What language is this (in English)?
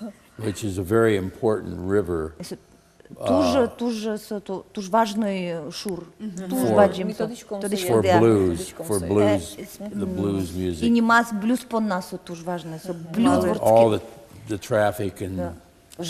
Udmurt